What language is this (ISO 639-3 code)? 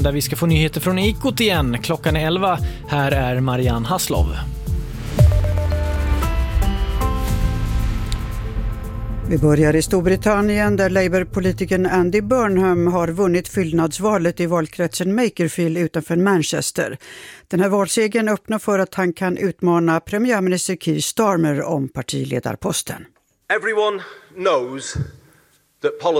swe